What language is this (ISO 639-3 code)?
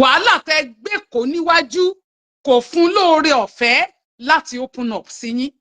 yor